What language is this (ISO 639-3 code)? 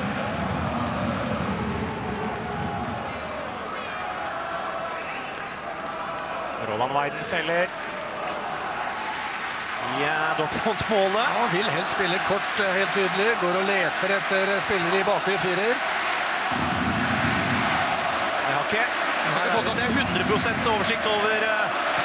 nor